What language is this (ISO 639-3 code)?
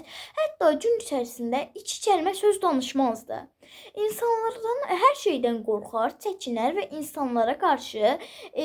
aze